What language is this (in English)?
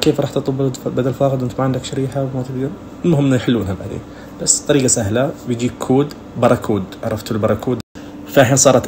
Najdi Arabic